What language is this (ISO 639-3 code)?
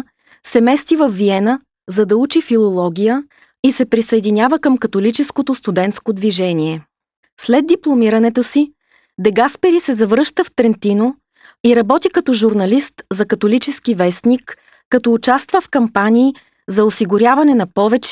bul